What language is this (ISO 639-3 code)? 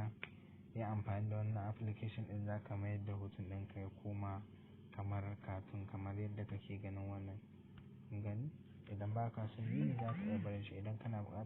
hau